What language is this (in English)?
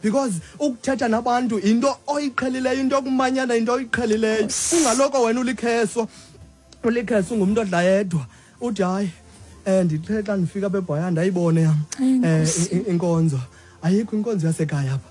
Xhosa